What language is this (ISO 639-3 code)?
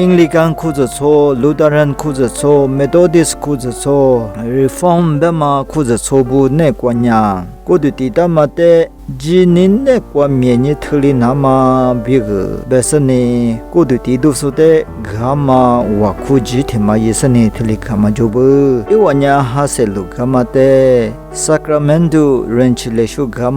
lis